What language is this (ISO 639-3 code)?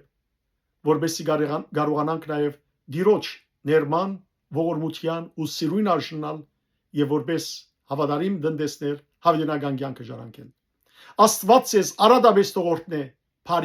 hyw